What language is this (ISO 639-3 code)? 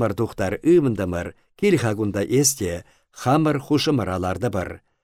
chv